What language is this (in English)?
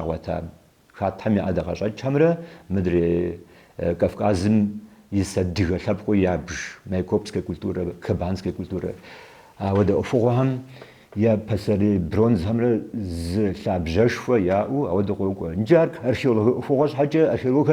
Kabardian